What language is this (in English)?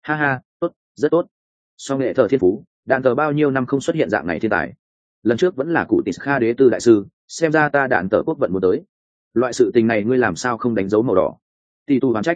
Vietnamese